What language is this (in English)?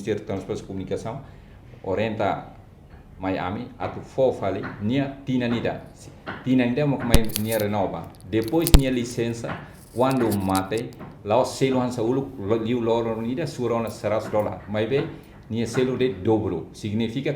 Tetum